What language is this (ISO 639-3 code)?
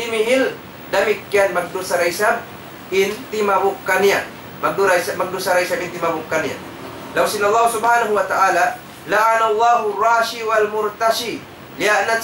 tsg